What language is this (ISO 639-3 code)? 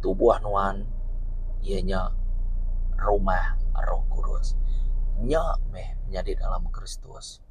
iba